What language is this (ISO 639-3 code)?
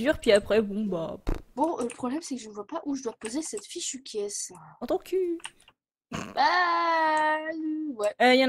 fra